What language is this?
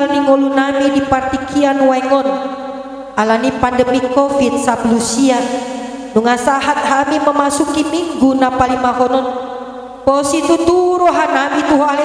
Batak Toba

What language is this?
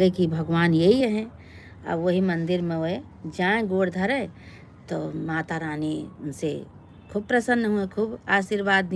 Awadhi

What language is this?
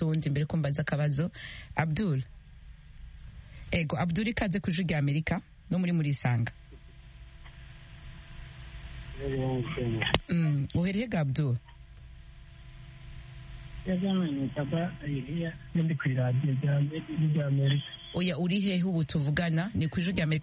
Kinyarwanda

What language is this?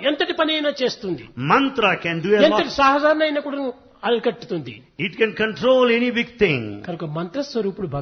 Telugu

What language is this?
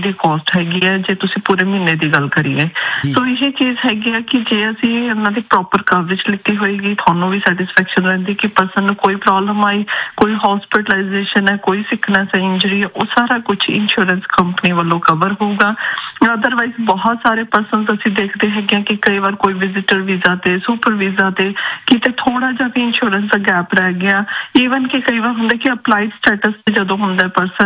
Punjabi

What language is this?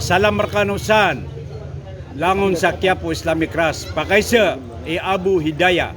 Maranao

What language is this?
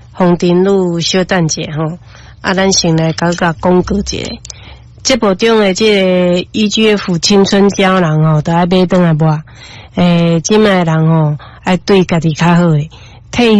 Min Nan Chinese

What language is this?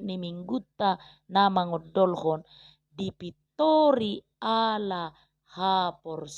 Batak Toba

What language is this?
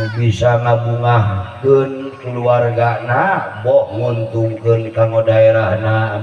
Sundanese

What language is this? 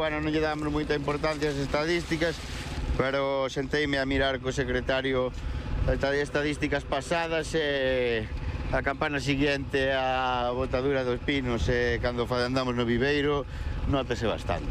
Galician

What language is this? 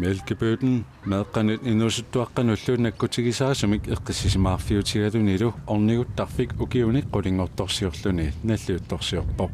Kalaallisut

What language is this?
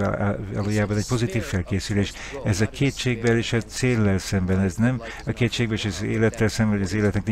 Hungarian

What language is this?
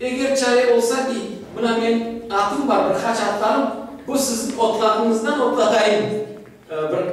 Crimean Tatar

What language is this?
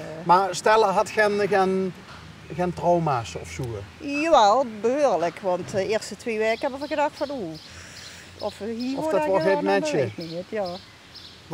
Limburgish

